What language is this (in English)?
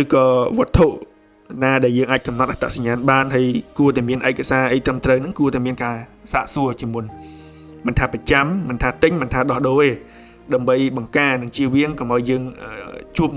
Khmer